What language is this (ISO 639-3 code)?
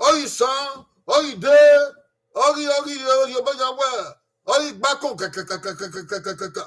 bin